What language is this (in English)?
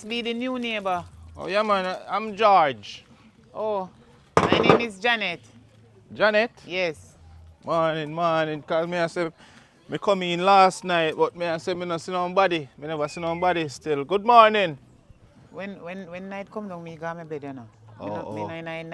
Jamaican Creole English